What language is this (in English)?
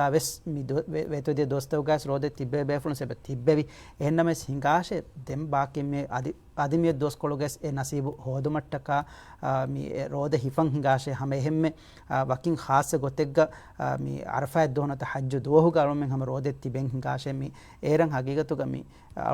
Divehi